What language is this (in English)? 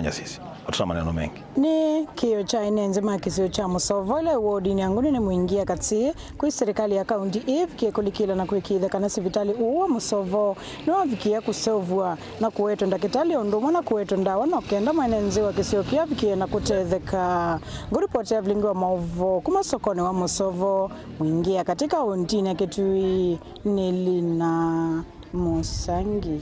Kamba